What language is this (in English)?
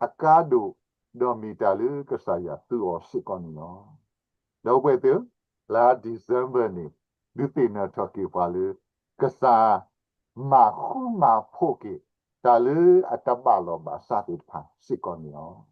S'gaw Karen